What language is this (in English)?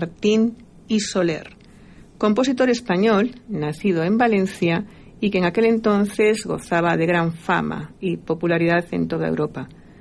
Spanish